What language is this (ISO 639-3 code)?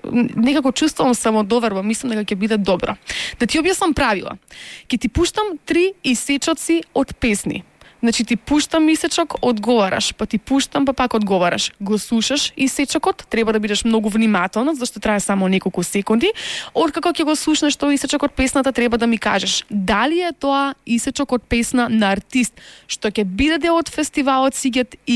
mkd